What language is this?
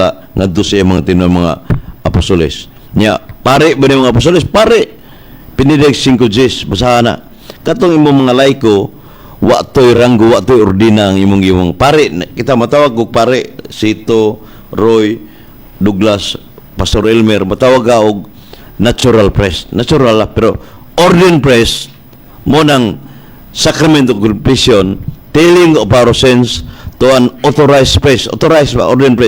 Cebuano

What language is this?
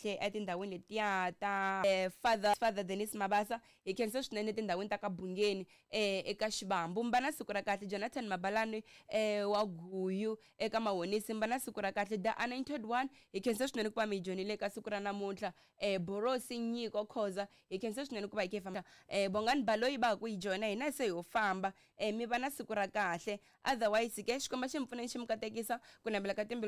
Tsonga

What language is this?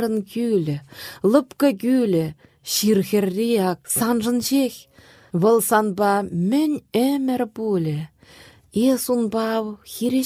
Chuvash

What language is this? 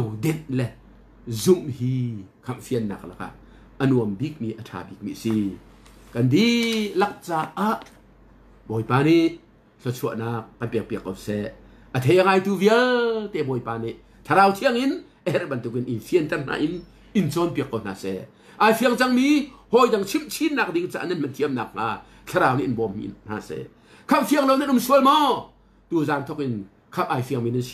Hakha Chin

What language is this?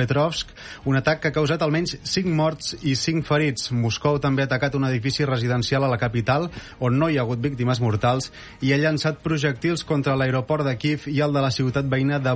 Catalan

